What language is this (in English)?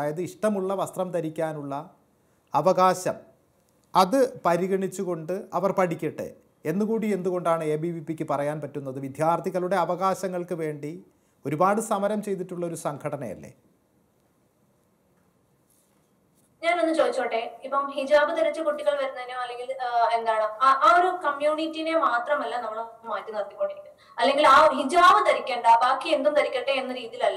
Malayalam